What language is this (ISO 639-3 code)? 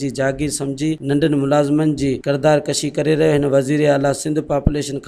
snd